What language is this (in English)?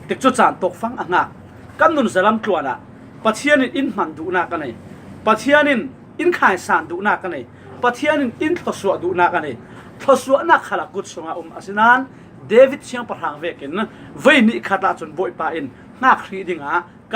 Falam Chin